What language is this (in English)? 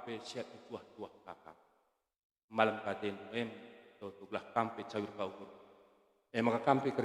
Batak Karo